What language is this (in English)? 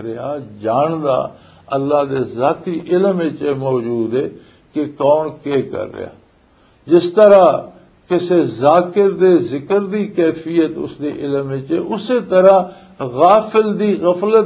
Western Panjabi